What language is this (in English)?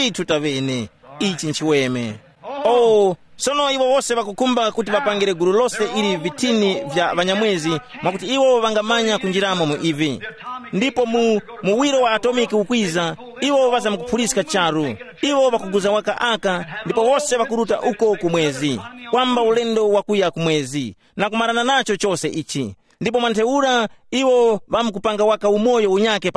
Tumbuka